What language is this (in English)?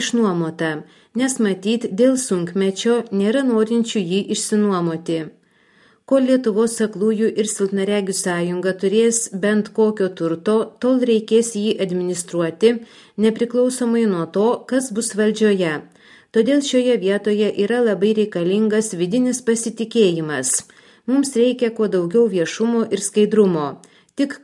Lithuanian